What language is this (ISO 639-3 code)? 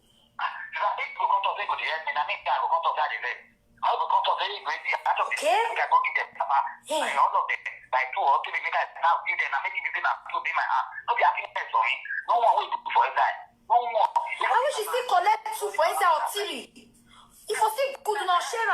pcm